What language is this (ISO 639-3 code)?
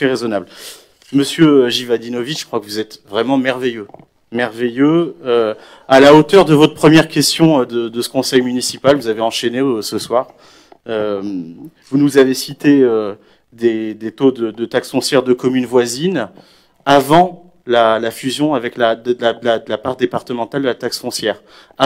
fra